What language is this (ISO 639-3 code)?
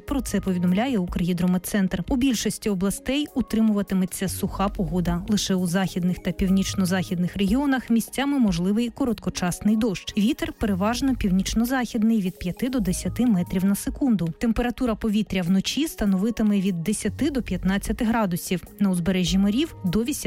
ukr